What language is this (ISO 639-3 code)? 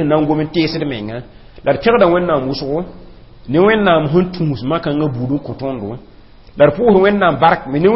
mos